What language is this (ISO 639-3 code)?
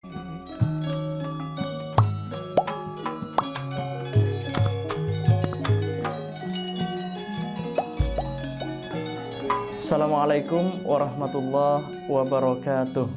mad